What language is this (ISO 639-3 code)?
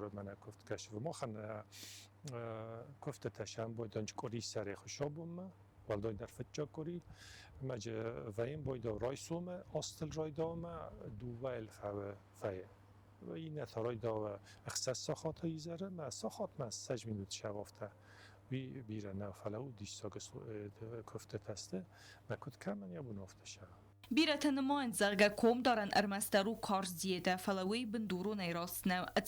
oss